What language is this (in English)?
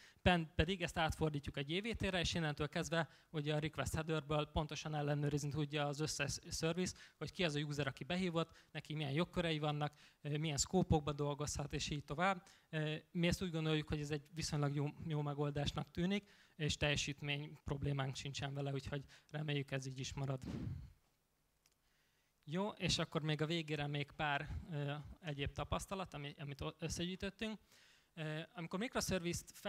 Hungarian